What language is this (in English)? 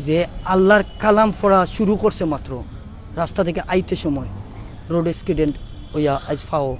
Sylheti